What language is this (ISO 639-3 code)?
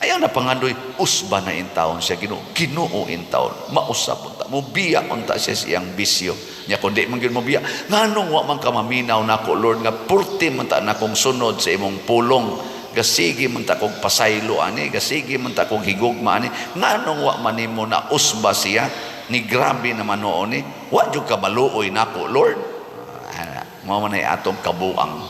ceb